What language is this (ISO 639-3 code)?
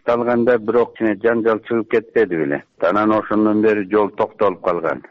kir